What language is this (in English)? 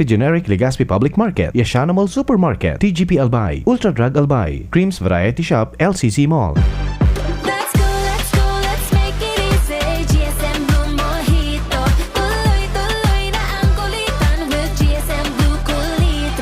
Bikol